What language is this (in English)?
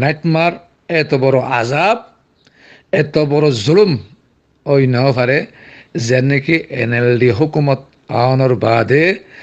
Rohingya